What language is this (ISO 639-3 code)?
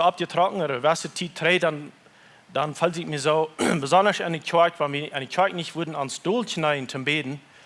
pdt